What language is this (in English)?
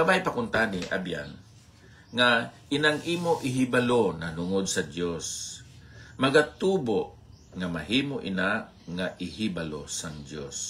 Hiligaynon